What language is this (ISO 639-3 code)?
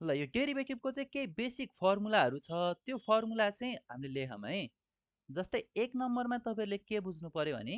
nep